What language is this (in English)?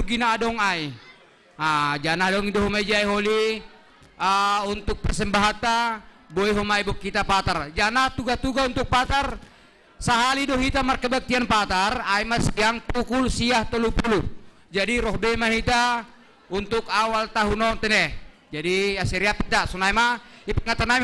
Batak Simalungun